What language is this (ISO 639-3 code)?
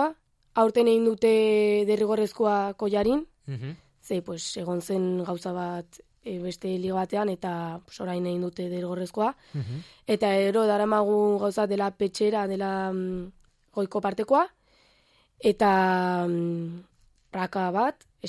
eus